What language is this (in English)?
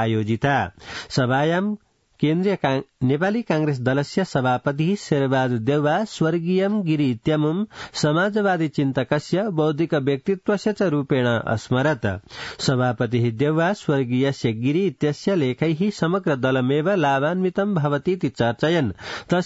Sanskrit